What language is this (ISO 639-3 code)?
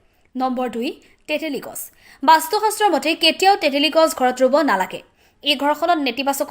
asm